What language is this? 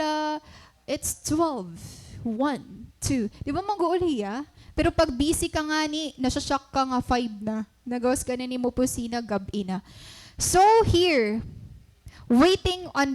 Waray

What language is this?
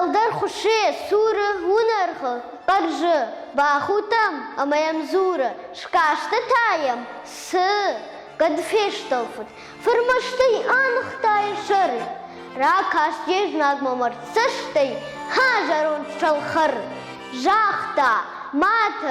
Ossetic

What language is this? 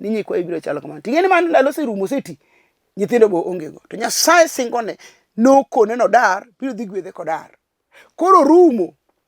Luo (Kenya and Tanzania)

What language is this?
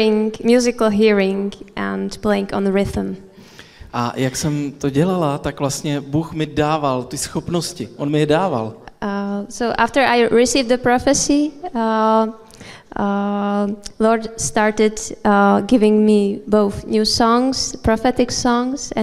Czech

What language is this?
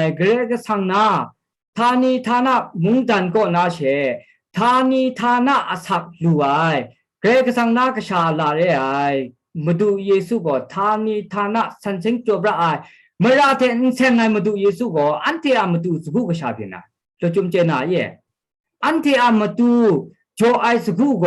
Kachin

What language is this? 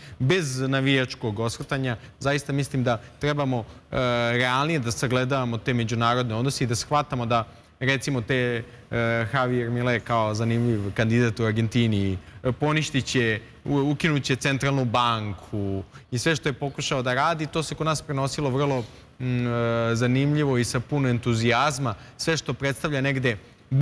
Serbian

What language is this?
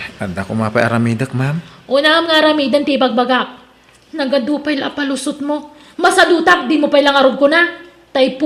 Iloko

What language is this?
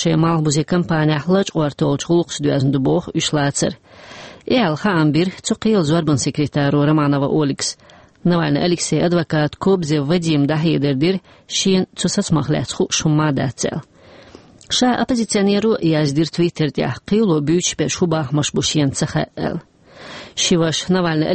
Chechen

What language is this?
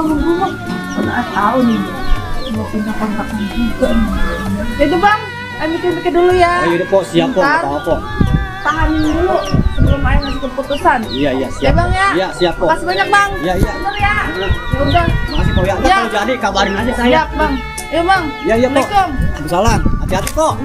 Betawi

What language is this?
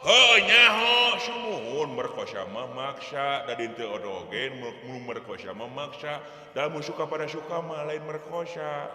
Sundanese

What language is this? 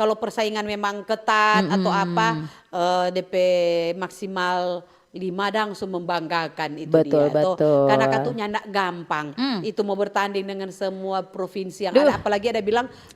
Manado Malay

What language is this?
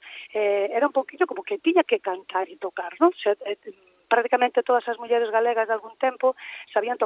Galician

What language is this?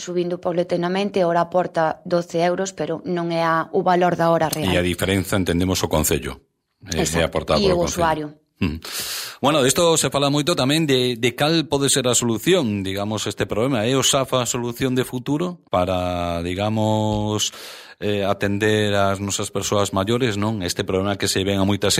Galician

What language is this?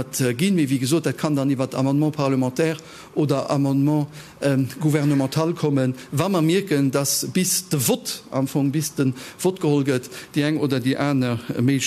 Luxembourgish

